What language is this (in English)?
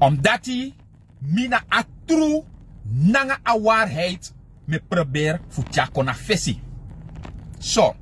Sranan Tongo